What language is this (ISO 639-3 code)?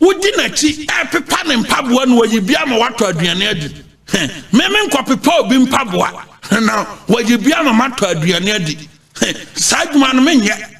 aka